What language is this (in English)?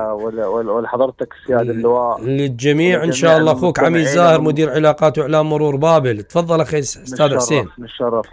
Mesopotamian Arabic